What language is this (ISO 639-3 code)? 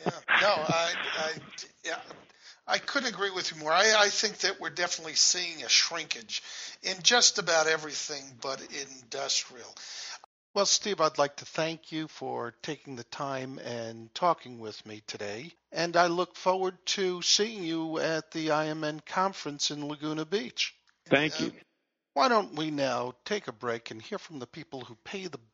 eng